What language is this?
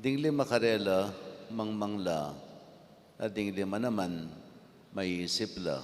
Pampanga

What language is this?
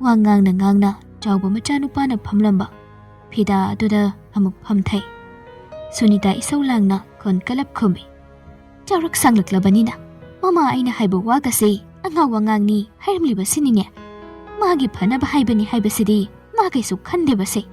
Manipuri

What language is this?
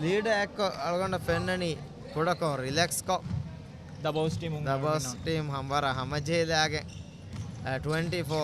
Divehi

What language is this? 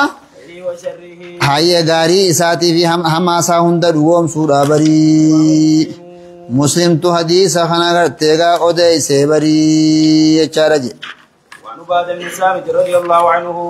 Oromo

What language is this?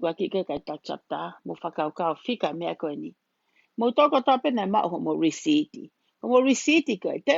Tongan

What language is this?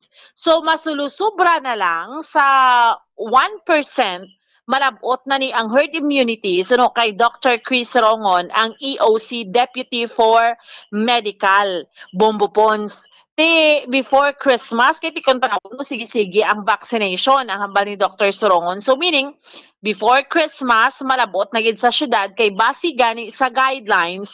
Hiligaynon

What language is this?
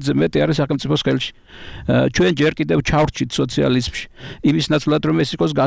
Georgian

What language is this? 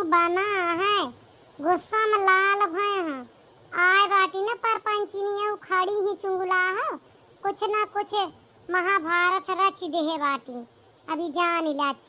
Awadhi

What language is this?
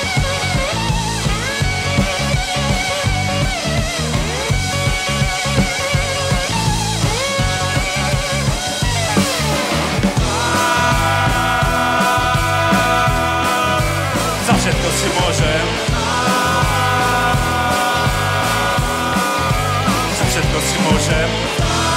Slovak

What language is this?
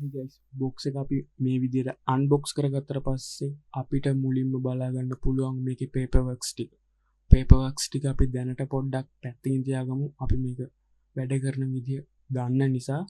Sinhala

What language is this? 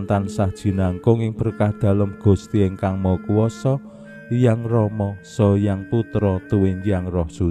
Javanese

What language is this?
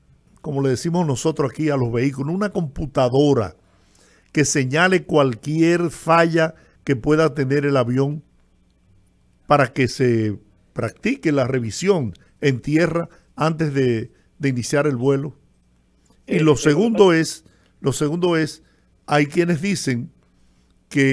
Spanish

